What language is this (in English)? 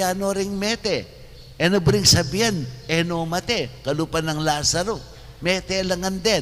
Pampanga